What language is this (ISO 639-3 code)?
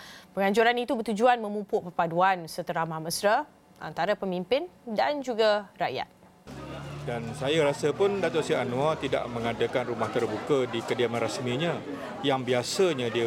msa